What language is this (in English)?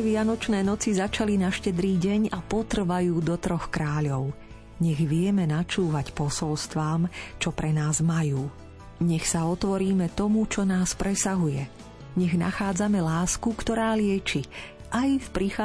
Slovak